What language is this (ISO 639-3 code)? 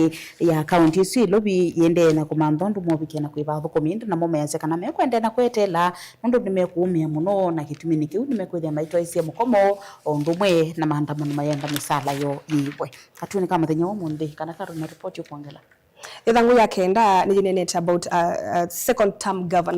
kam